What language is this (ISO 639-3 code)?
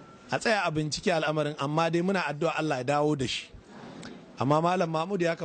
hau